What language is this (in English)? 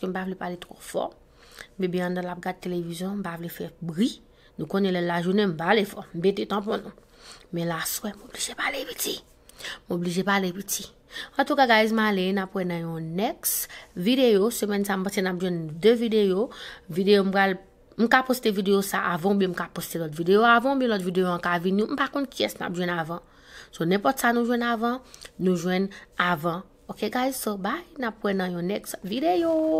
Haitian Creole